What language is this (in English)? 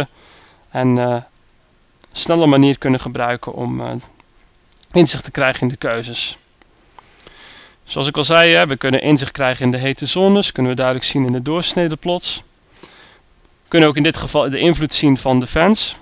Dutch